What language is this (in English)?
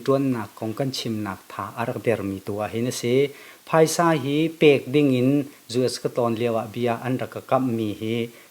Hakha Chin